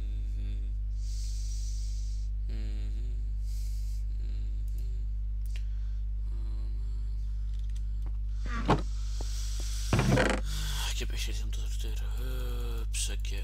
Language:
Dutch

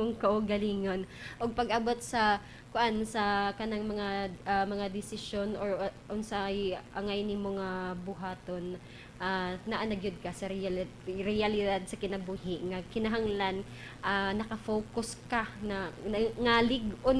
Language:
Cebuano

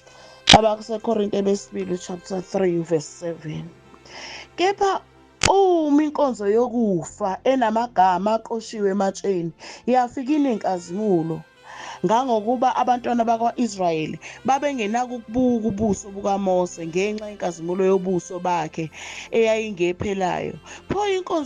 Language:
Zulu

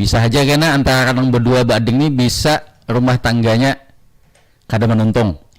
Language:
Banjar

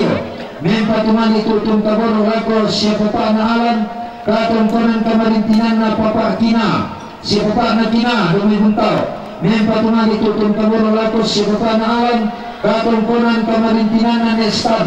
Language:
Toraja-Sa'dan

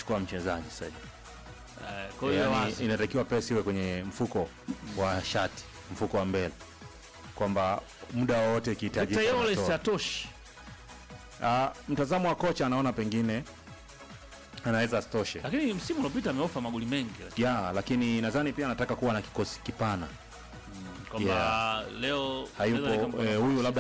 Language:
Swahili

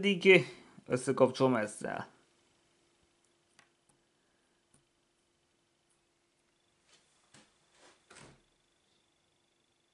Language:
Hungarian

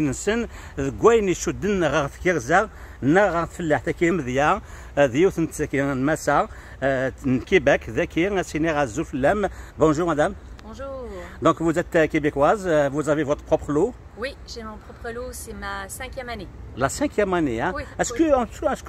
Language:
Kabyle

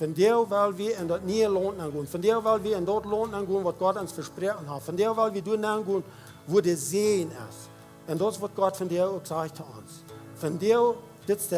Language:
Plautdietsch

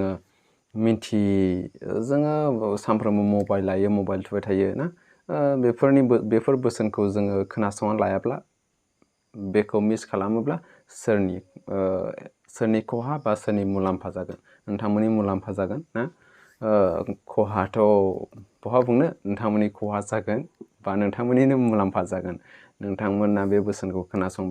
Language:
Bodo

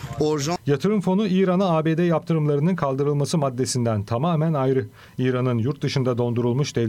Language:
Turkish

